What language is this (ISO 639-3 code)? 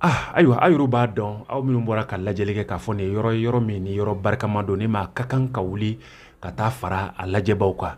bam